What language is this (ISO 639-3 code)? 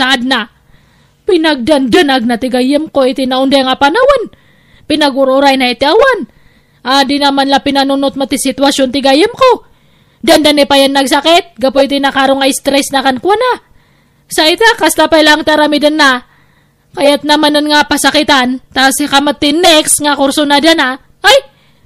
ilo